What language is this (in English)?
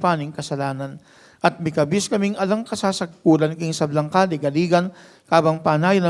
Pampanga